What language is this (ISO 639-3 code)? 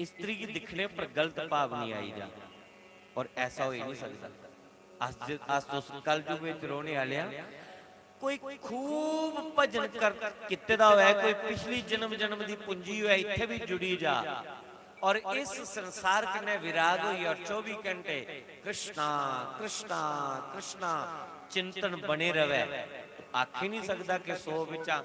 doi